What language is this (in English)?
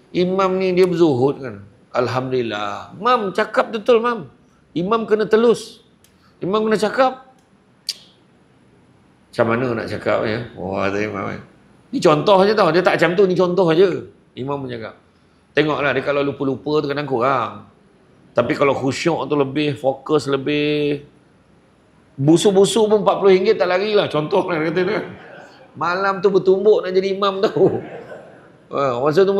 Malay